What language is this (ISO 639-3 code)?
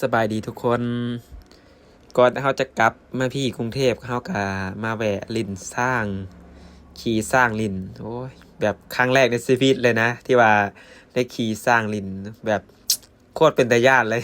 lao